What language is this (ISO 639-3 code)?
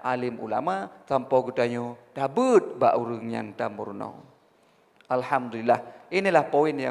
ace